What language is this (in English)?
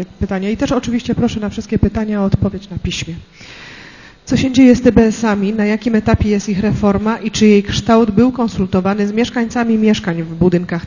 Polish